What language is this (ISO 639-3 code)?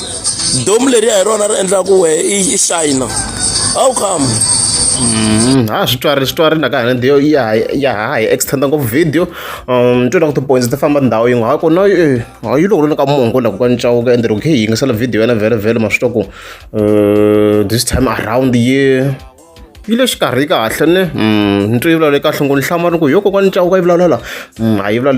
tso